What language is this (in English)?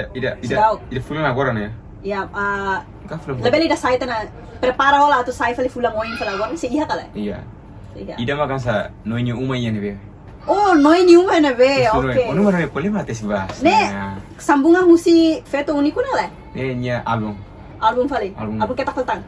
Tetum